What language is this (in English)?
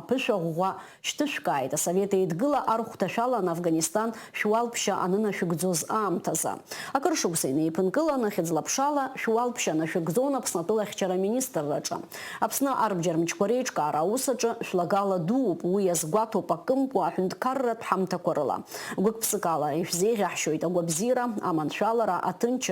Abkhazian